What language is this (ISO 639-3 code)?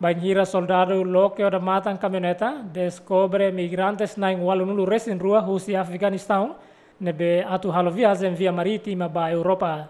tet